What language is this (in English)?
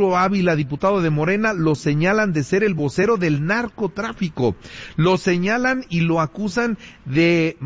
Spanish